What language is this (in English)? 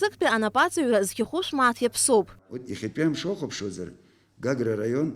Abkhazian